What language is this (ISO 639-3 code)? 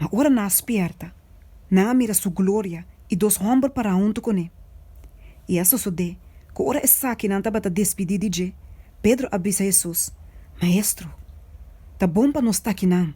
pap